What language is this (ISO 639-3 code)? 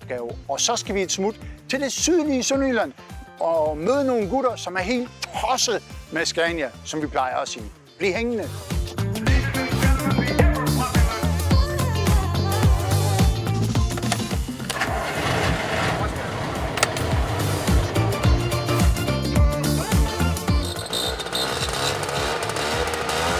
dan